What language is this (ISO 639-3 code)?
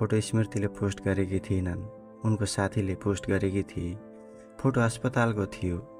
nep